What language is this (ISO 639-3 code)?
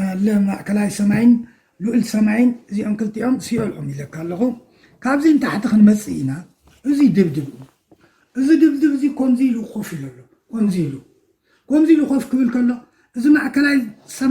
tir